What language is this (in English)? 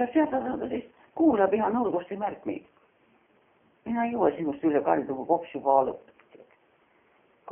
Estonian